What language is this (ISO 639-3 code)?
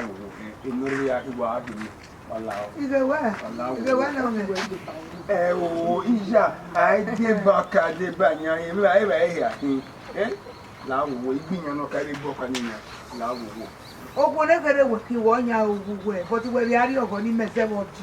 bin